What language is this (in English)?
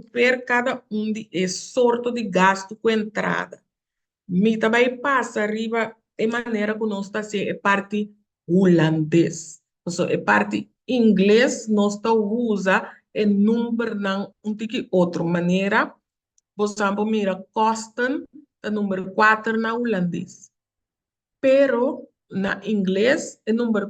Papiamento